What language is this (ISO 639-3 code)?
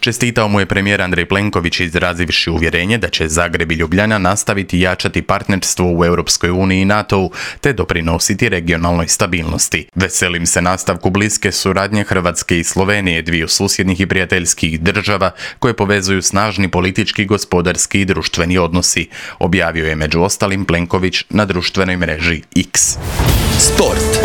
hrv